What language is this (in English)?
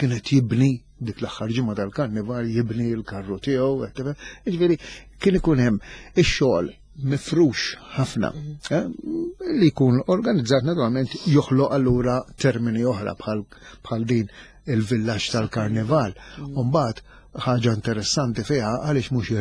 Maltese